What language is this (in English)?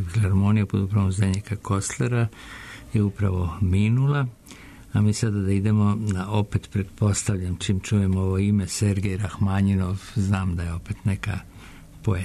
Serbian